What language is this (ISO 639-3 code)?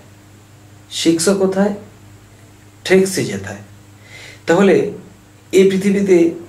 ben